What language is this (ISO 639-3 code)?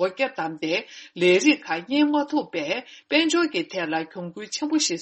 bod